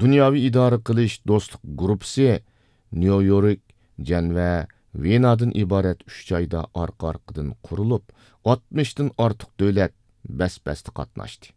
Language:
Uyghur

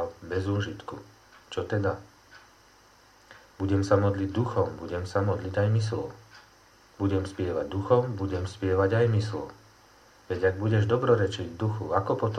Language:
Slovak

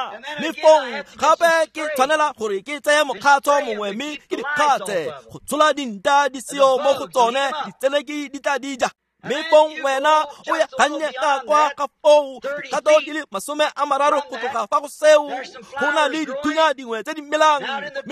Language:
Tswana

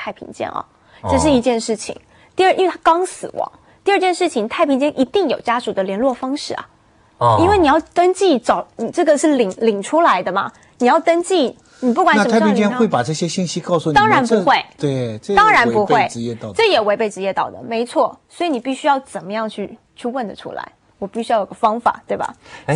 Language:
Chinese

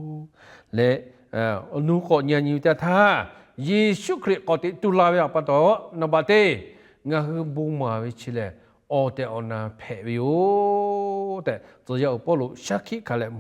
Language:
Lahu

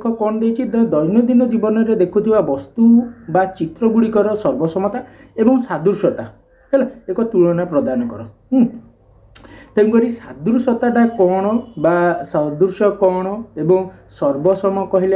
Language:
Odia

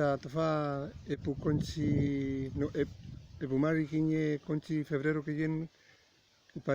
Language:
Mapuche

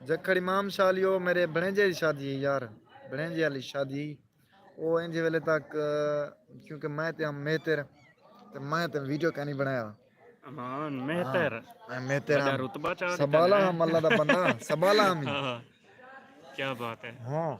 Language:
Saraiki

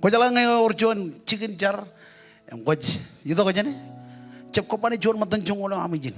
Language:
Marshallese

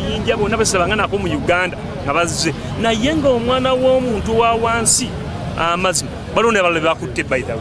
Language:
Ganda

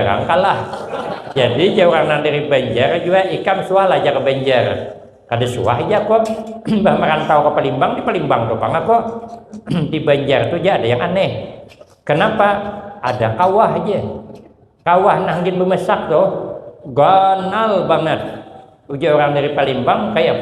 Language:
Banjar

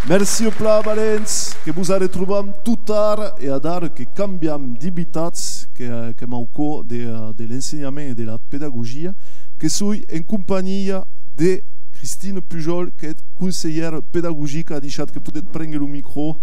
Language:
Occitan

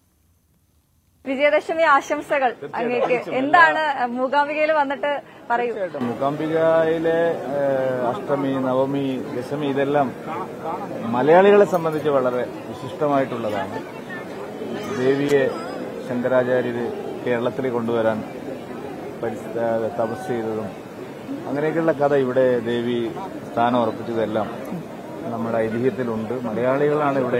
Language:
Malayalam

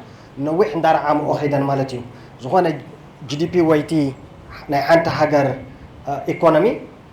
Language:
Tigrinya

